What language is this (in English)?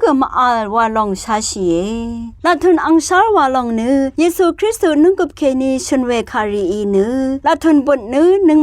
Rawang